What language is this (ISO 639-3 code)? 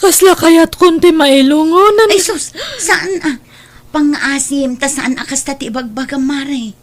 ilo